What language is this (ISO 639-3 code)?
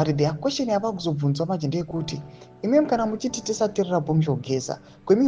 sna